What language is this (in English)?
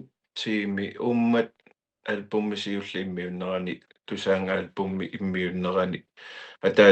Kalaallisut